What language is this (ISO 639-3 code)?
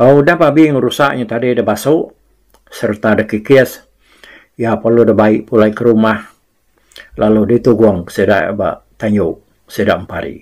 iba